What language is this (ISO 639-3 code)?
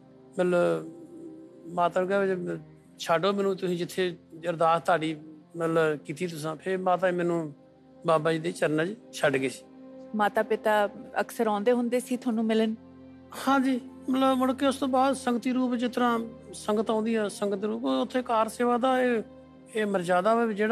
pan